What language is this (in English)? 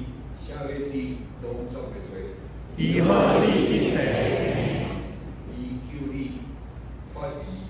Min Nan Chinese